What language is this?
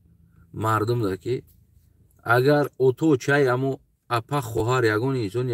Tajik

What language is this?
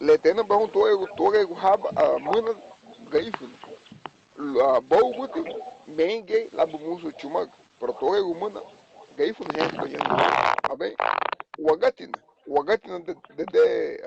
Garifuna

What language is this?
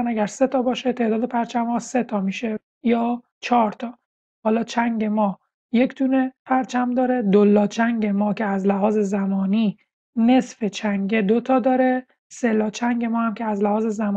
Persian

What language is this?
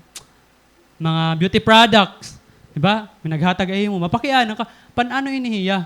Waray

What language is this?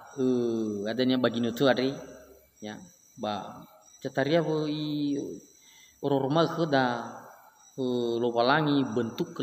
Nias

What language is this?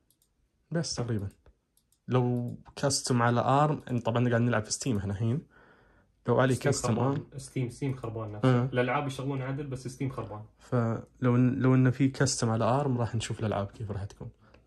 Najdi Arabic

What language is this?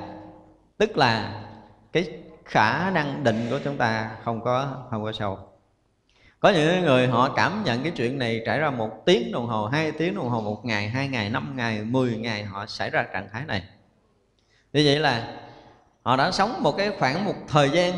Vietnamese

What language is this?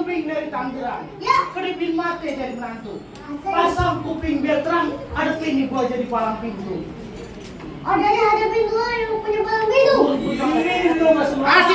Betawi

